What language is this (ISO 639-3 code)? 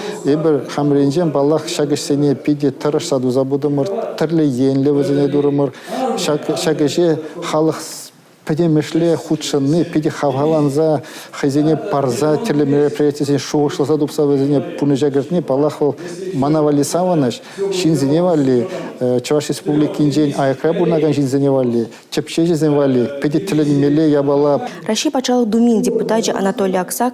chv